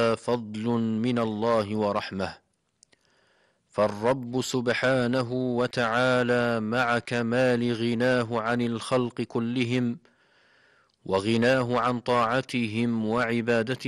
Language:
Arabic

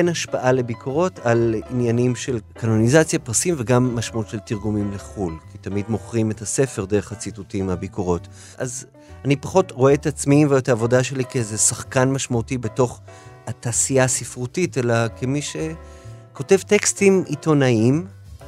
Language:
Hebrew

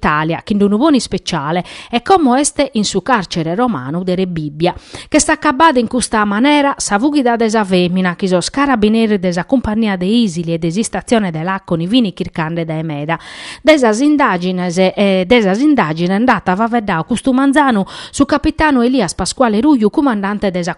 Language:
Sardinian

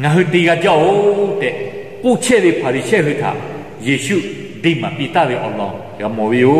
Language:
Lahu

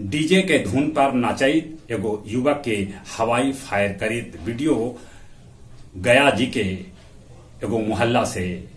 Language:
Magahi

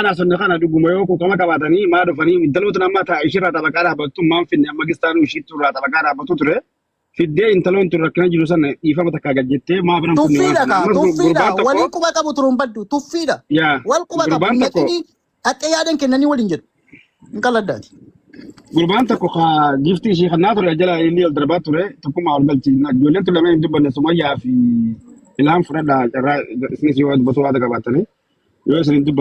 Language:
Oromo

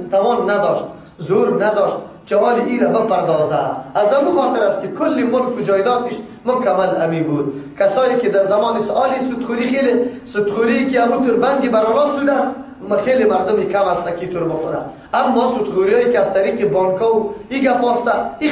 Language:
Persian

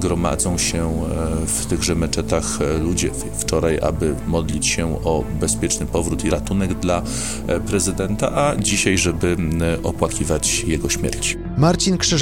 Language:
Polish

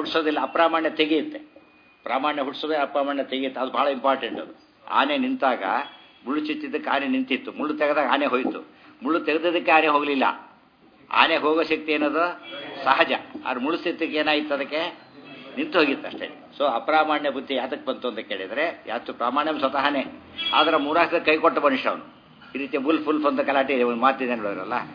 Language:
Kannada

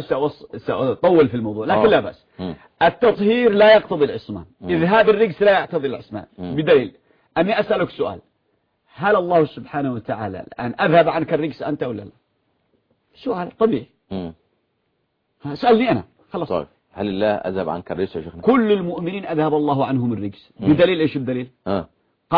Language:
Arabic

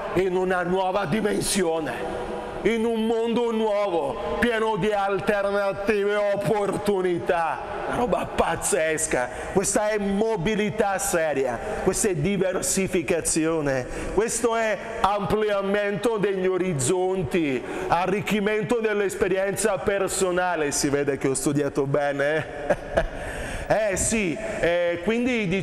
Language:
Italian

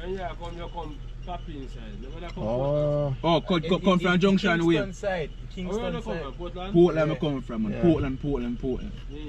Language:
Jamaican Creole English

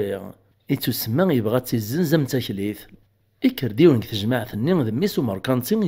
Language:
Kabyle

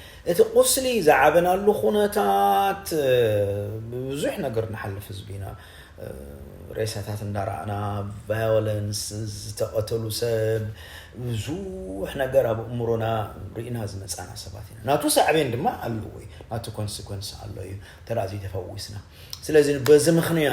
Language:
Tigrinya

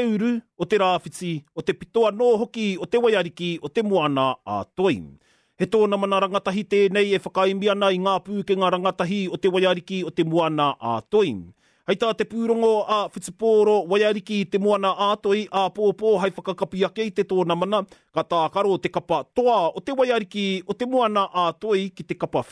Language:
Māori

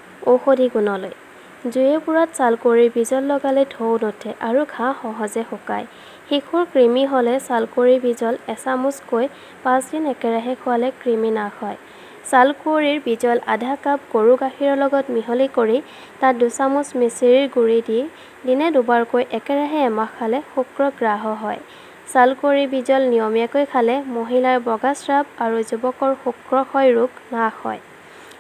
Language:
Assamese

